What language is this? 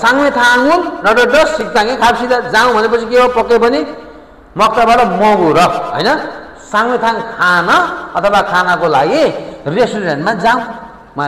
Nepali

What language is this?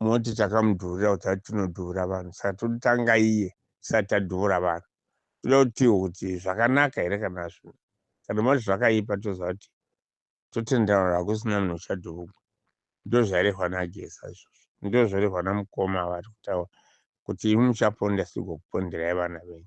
Shona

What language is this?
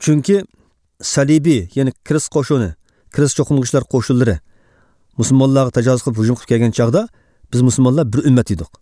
Uyghur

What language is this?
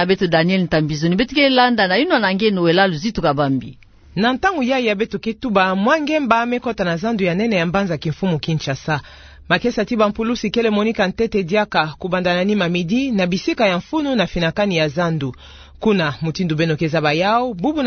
Kituba (Democratic Republic of Congo)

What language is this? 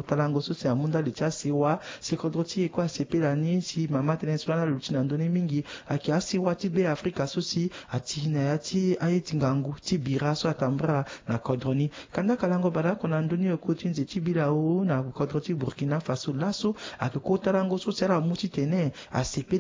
Sango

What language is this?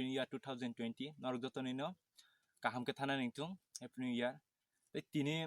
Kok Borok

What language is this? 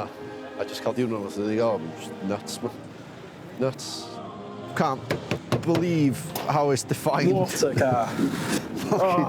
Welsh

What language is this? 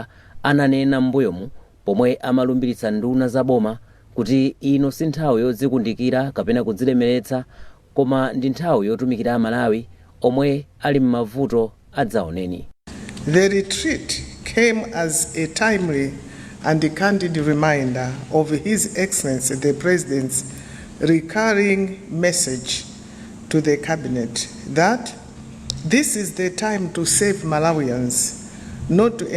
Nyanja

